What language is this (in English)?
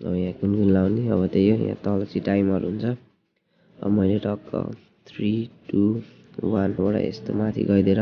Nepali